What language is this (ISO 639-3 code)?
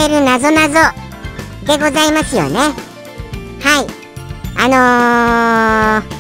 jpn